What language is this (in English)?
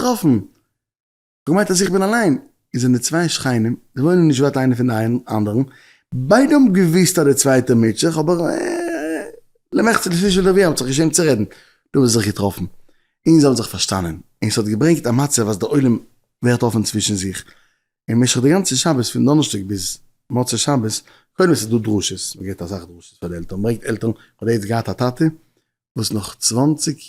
Yiddish